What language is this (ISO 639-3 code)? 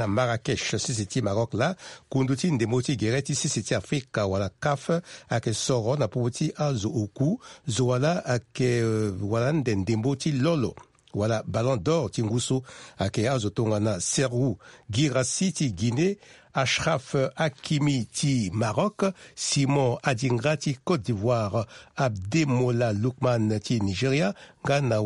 sag